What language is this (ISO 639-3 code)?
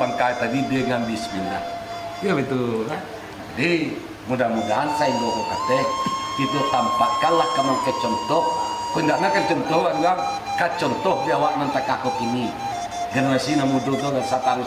min